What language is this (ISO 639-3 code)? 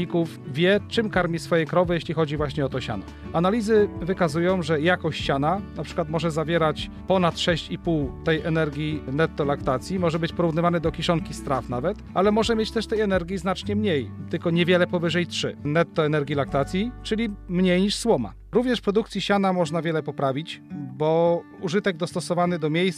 pol